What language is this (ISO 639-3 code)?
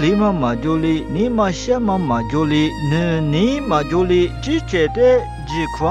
lis